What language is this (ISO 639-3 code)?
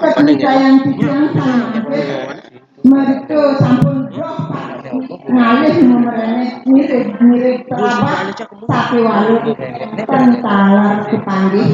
ban